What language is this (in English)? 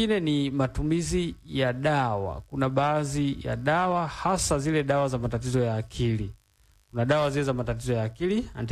Swahili